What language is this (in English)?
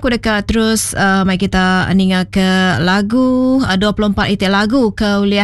Iban